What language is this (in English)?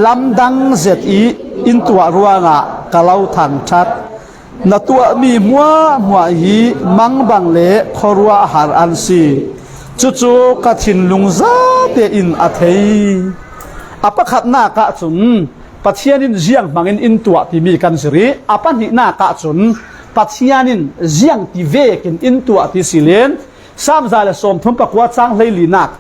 Falam Chin